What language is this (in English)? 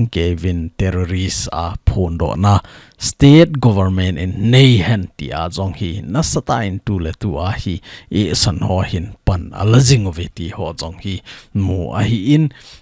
Thado Chin